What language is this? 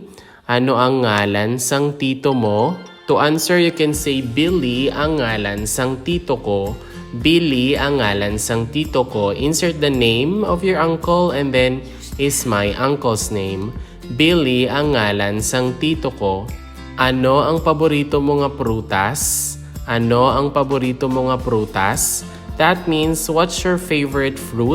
Hiligaynon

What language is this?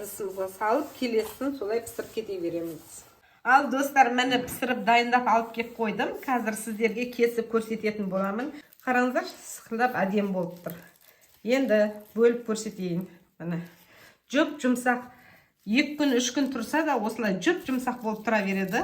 Kazakh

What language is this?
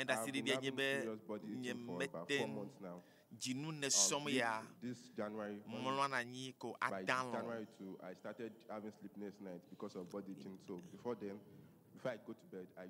Ewe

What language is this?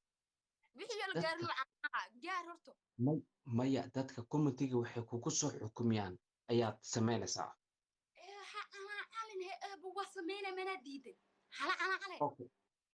Somali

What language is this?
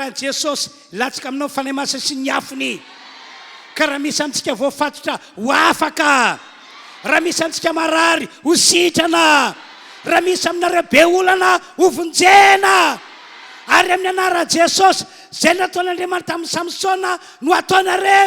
Malagasy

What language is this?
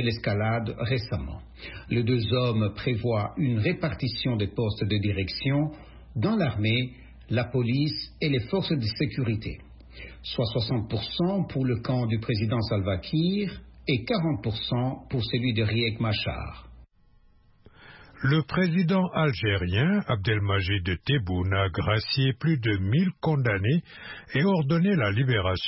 French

